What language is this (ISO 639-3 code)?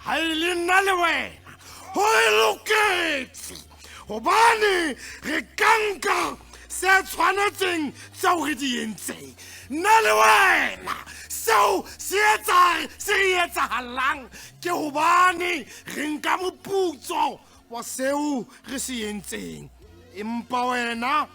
sot